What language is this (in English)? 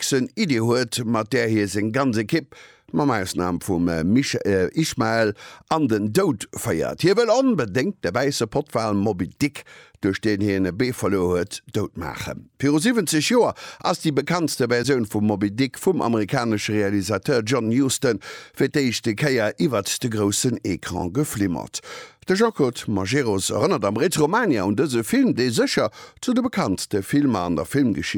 Luxembourgish